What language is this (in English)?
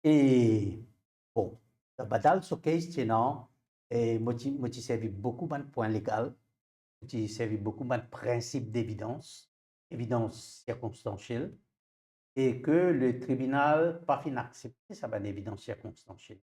Morisyen